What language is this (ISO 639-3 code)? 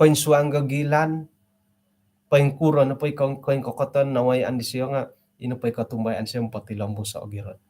dtp